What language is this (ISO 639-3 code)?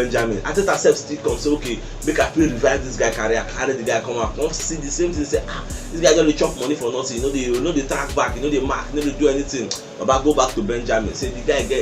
pcm